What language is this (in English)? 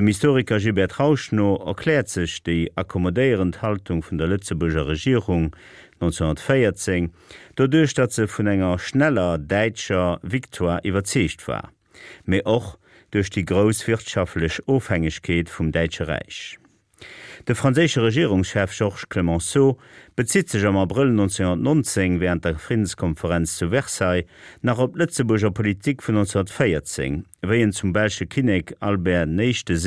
Luxembourgish